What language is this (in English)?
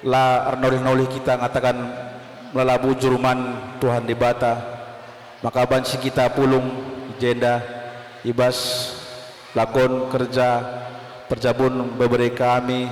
Batak Karo